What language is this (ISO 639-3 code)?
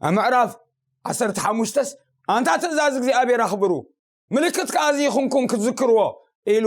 tir